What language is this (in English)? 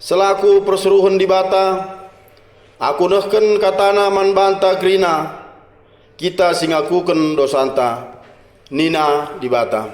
Batak Karo